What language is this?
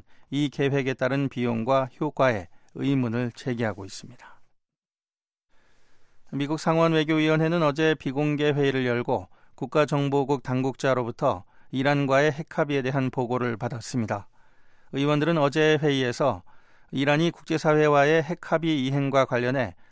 Korean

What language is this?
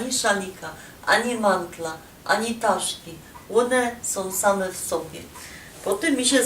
Silesian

